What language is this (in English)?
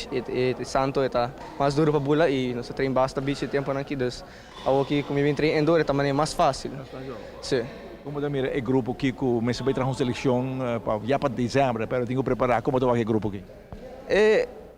Papiamento